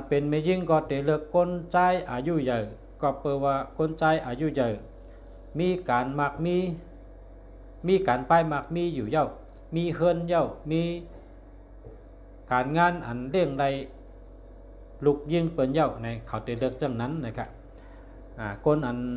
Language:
Shan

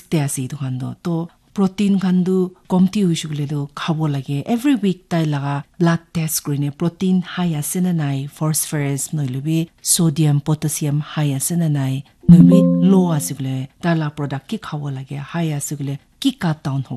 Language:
Naga Pidgin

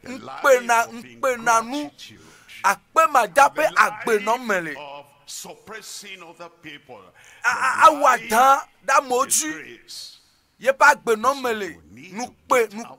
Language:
Ewe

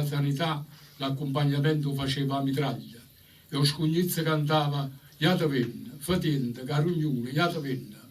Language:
Neapolitan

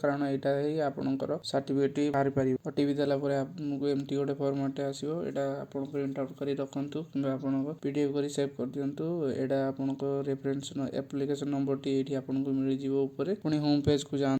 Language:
Odia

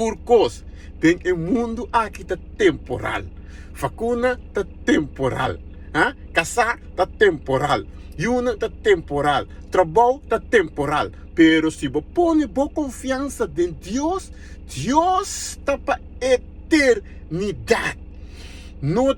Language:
Papiamento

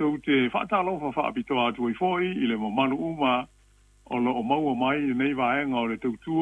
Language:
Samoan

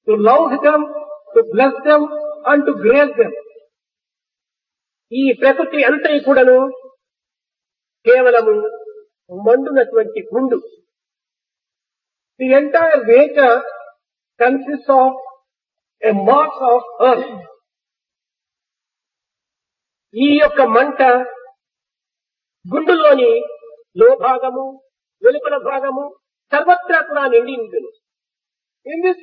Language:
Telugu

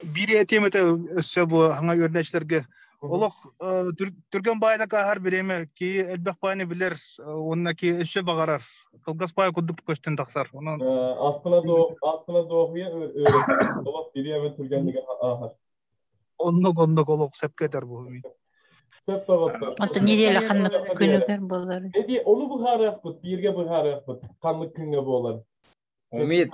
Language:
Yakut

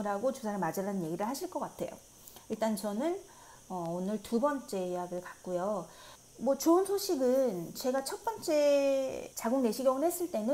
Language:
Korean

